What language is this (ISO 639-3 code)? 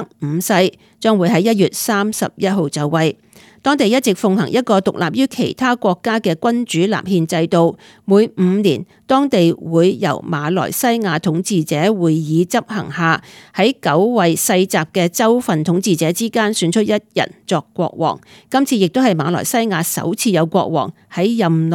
yue